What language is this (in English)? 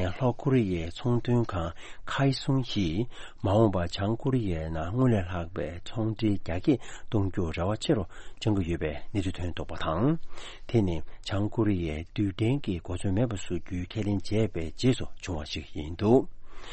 Tibetan